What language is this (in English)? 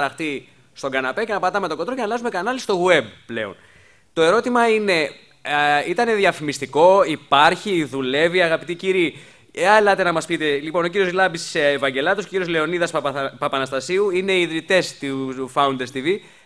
Greek